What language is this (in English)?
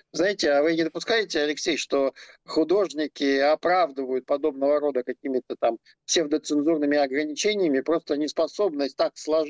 Russian